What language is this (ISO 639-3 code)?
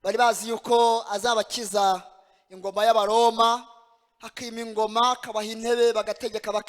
kin